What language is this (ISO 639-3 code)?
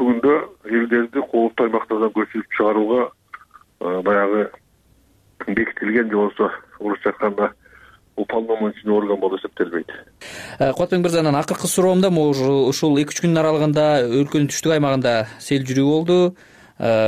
kir